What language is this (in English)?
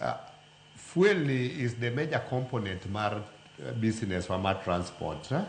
Luo (Kenya and Tanzania)